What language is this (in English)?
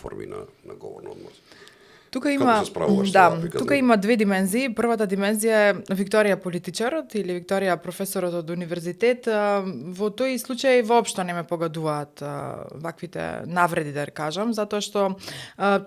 Macedonian